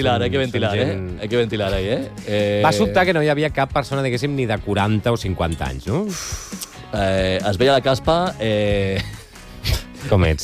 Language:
Catalan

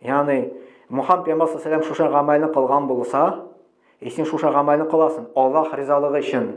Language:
Tatar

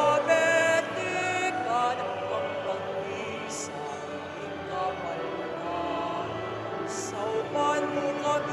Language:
Pampanga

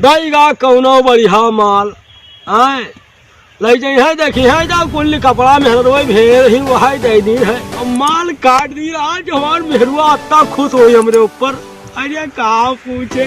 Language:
Awadhi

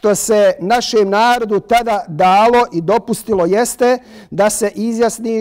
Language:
Bosnian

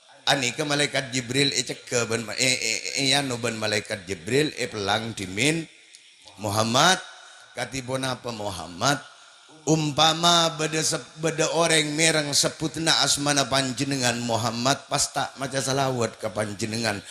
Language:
Madurese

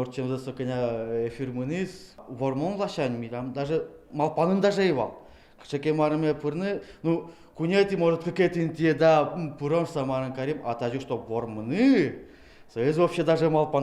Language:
Udmurt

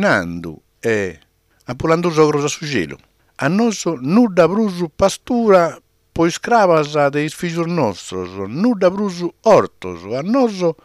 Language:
Sardinian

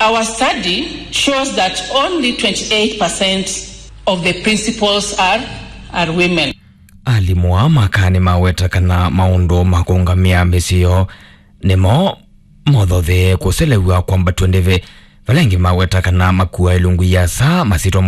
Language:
Kamba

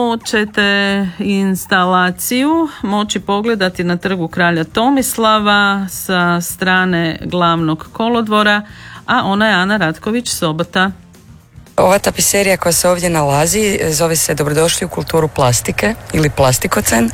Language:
Croatian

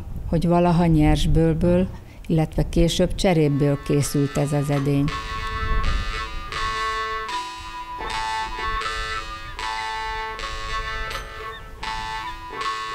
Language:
Hungarian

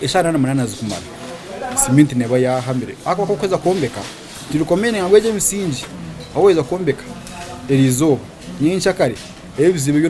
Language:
Nyankole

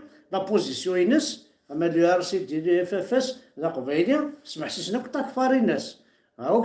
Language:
Kabyle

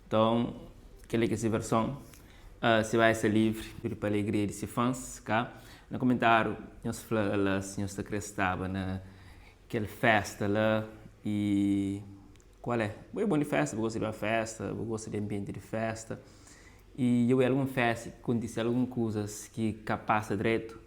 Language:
Kabuverdianu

